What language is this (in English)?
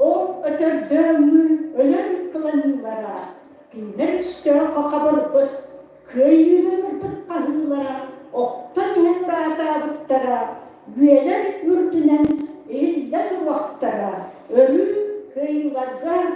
Yakut